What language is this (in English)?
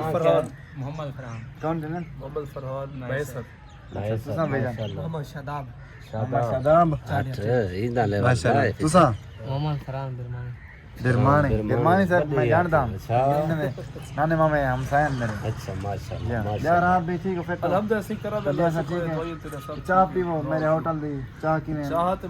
Saraiki